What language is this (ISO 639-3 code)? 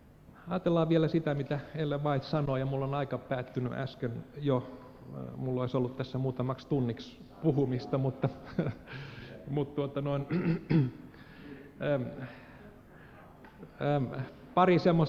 fin